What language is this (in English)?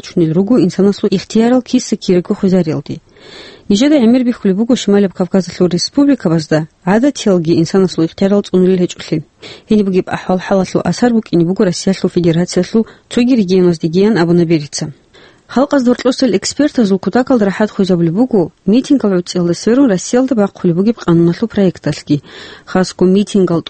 Avaric